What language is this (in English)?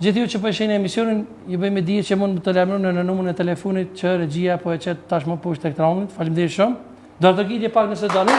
Albanian